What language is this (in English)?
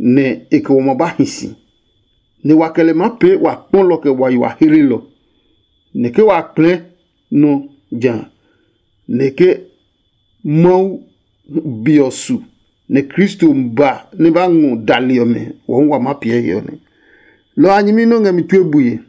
Adangme